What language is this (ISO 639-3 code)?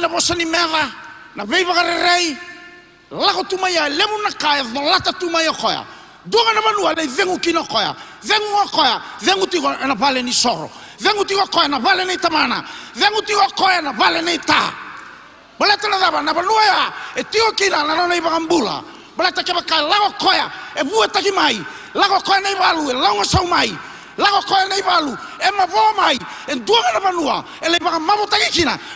fij